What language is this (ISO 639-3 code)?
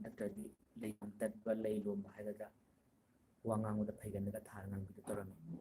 mni